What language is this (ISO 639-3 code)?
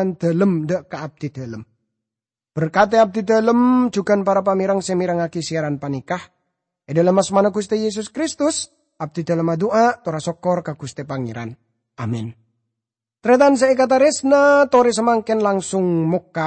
mad